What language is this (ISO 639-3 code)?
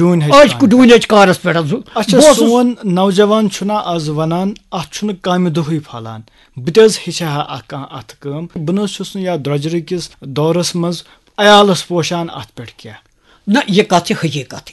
kas